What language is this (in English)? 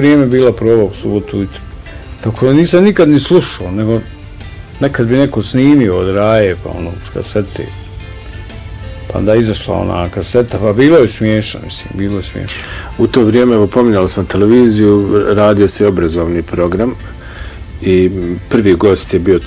Bosnian